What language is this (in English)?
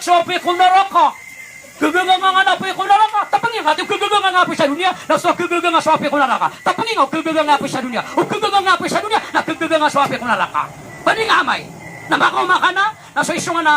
Maranao